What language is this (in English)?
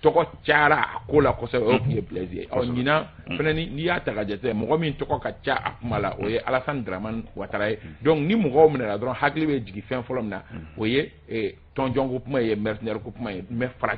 Bambara